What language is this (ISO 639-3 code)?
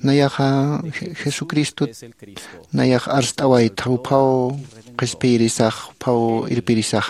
aym